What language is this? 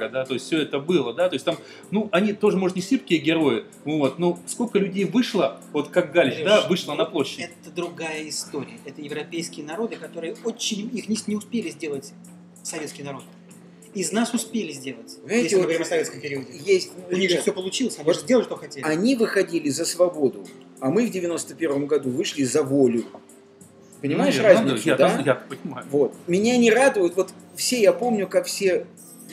Russian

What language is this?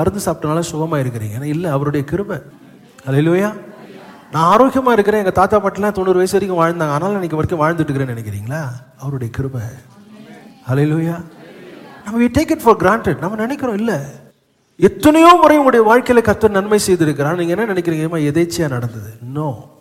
Tamil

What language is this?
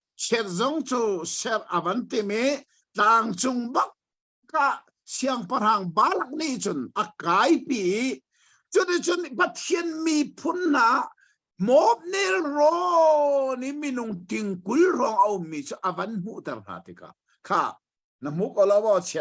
Hakha Chin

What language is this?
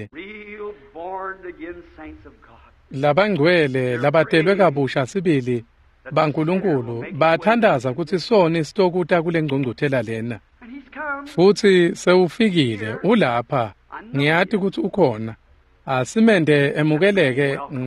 Swati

